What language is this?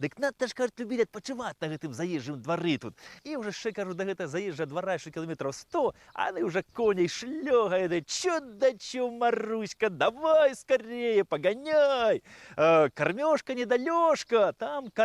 Belarusian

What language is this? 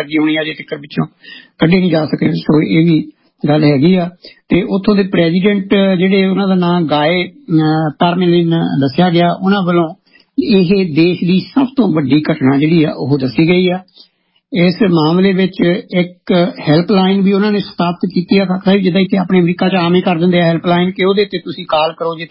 Punjabi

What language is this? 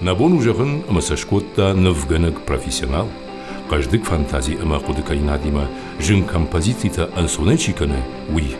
Ossetic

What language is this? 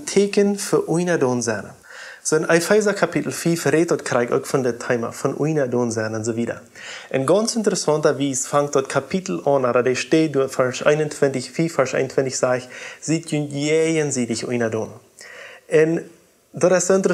Plautdietsch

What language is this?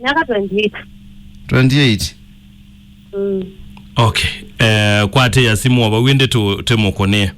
Kamba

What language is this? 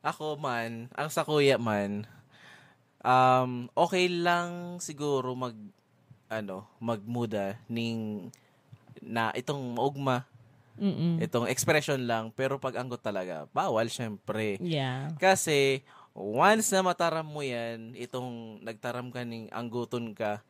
Bikol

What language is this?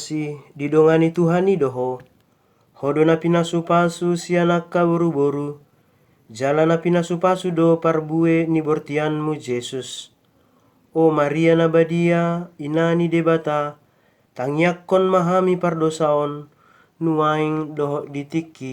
Batak Toba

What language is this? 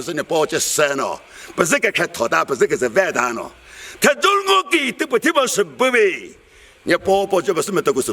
Chokri Naga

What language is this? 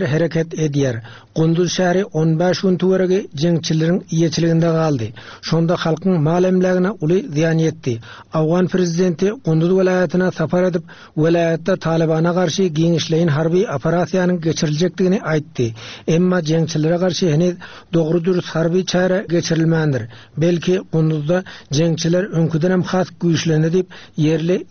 Turkmen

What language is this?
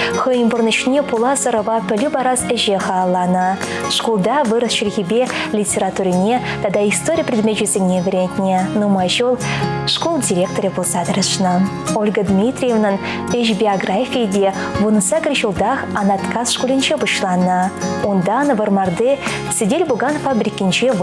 Chuvash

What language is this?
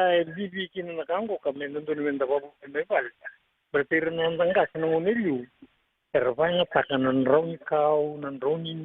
Fijian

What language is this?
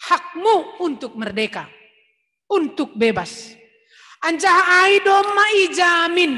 Batak Simalungun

